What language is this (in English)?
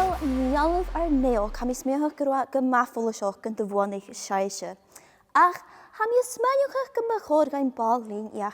Scottish Gaelic